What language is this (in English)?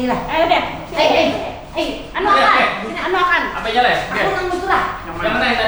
Banjar